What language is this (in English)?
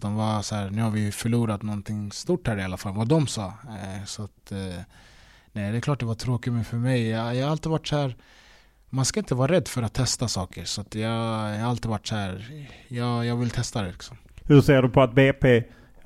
Swedish